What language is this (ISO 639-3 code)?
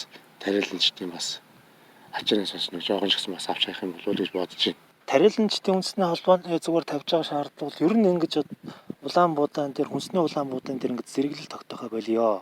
mon